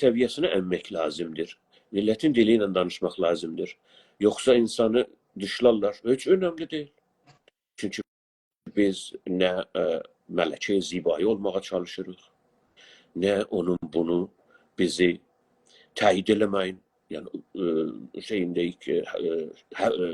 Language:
South Azerbaijani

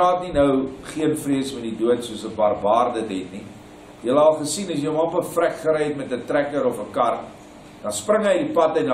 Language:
Afrikaans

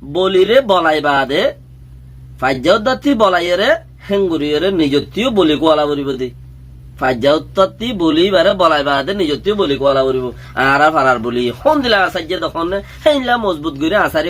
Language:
Rohingya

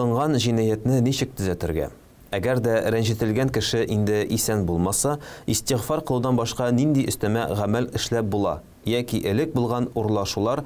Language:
Tatar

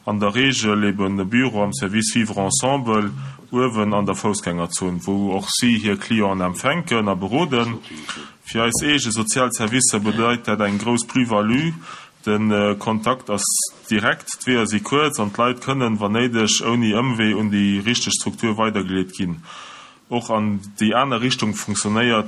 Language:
Luxembourgish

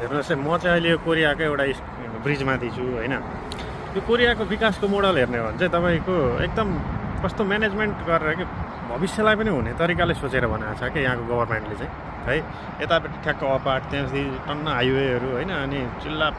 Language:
Nepali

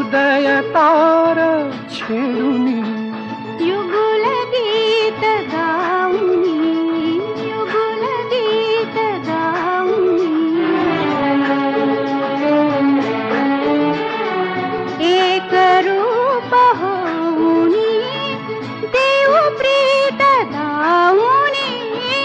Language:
Marathi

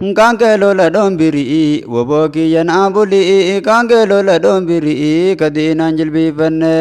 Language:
Oromo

